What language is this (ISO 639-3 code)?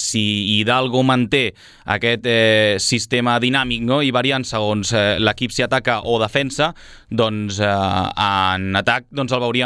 cat